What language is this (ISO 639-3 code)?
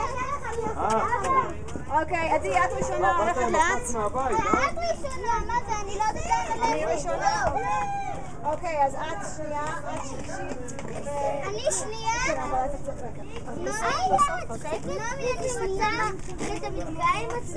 heb